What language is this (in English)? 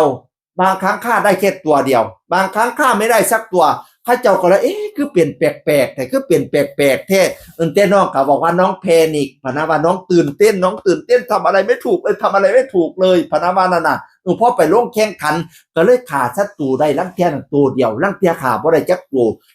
Northeastern Thai